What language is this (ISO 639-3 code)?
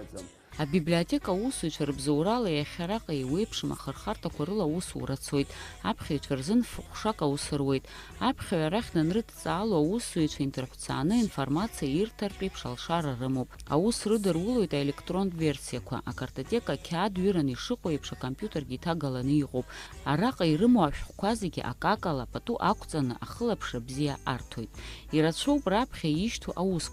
abk